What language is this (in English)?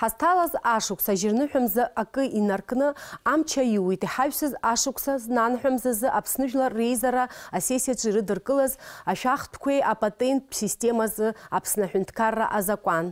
Abkhazian